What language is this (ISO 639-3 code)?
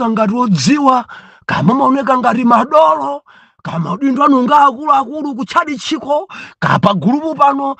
nya